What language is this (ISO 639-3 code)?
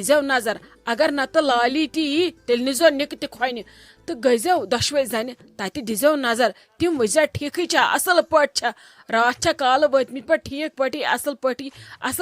kas